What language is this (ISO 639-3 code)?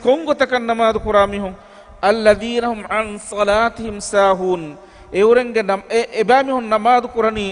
div